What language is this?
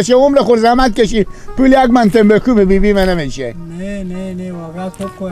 Persian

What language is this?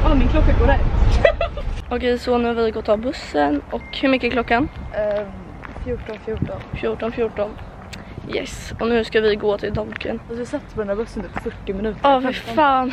Swedish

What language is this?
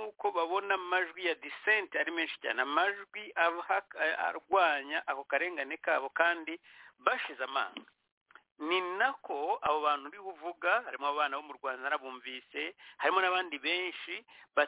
Kinyarwanda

